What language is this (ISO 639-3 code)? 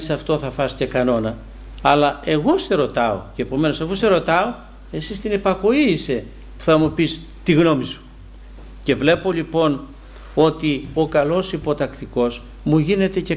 ell